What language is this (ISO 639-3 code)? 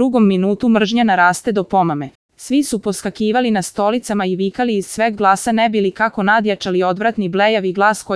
srp